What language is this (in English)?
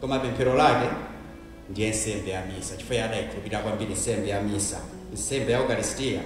Nyanja